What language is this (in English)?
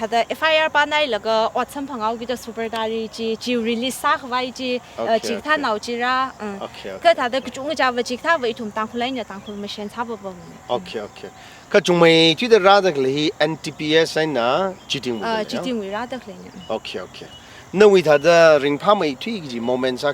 Tangkhul Naga (India)